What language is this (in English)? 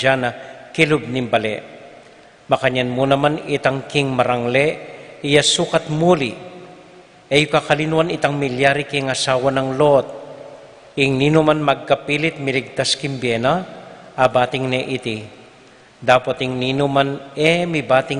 Pampanga